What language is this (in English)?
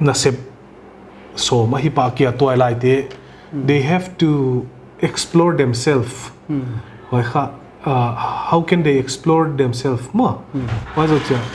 Paite Chin